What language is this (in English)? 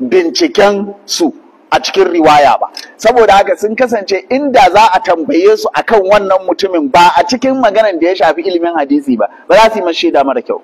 Hausa